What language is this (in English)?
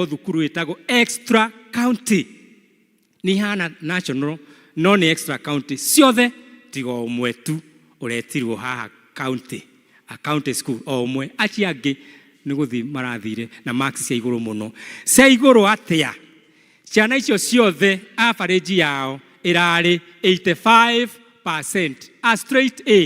Kikuyu